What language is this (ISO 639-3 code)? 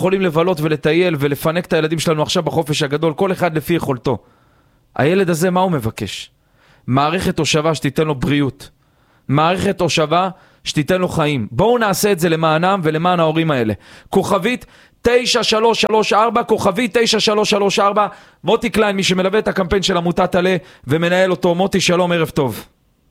heb